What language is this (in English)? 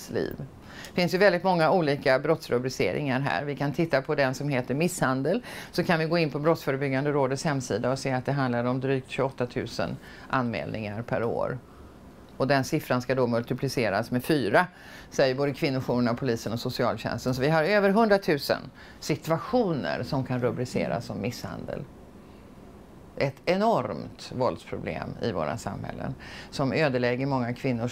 Swedish